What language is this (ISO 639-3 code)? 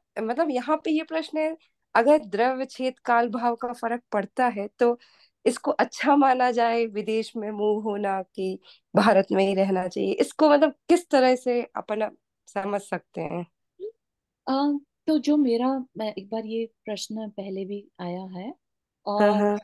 hin